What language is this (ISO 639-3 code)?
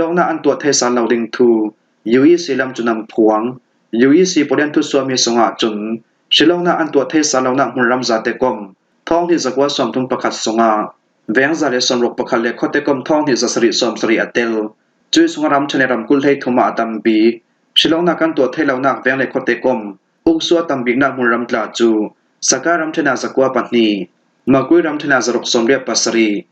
cfm